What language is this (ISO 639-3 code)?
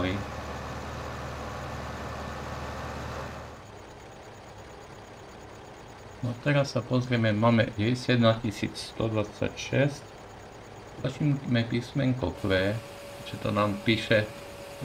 slk